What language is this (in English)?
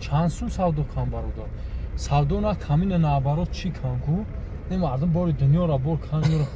Tajik